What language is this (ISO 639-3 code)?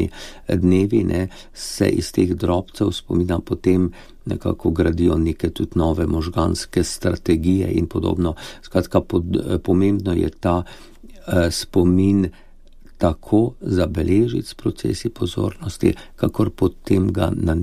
slv